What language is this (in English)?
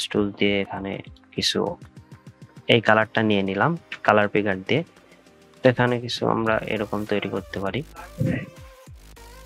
Bangla